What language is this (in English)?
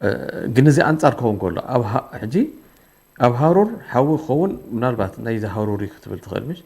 Tigrinya